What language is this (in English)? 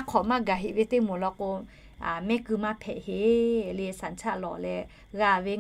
Lahu